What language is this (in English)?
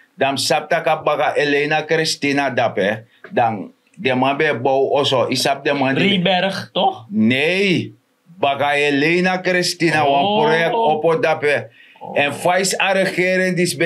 Sranan Tongo